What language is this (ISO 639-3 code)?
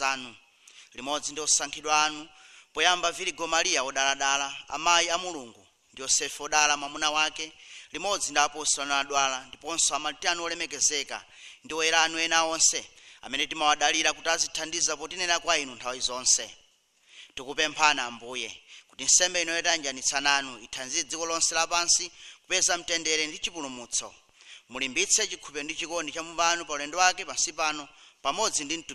nya